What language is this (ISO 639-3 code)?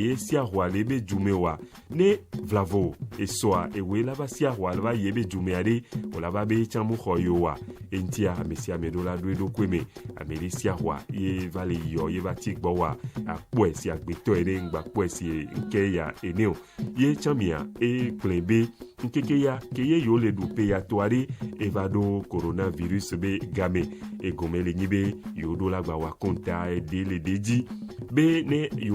ewe